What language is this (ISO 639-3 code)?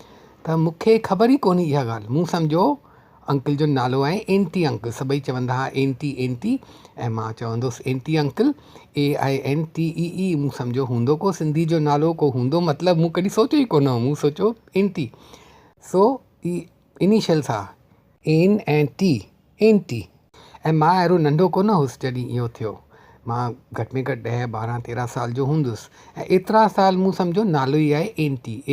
snd